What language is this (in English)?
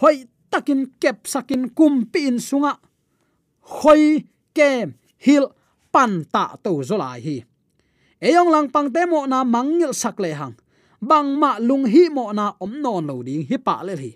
Tedim Chin